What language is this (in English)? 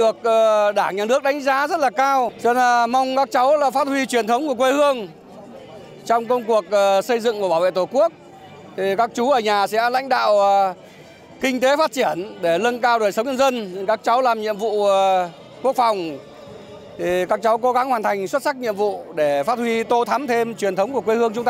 Vietnamese